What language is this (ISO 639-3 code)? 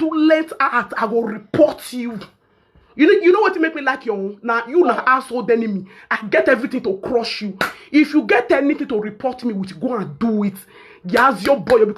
pcm